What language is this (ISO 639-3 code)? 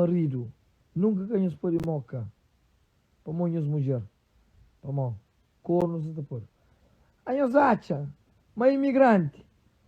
kea